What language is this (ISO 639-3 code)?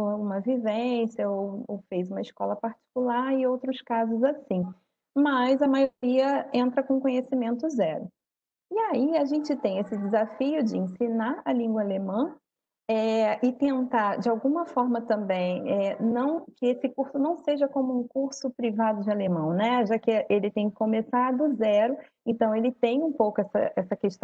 por